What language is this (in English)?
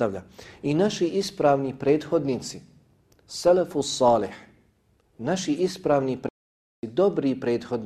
Bosnian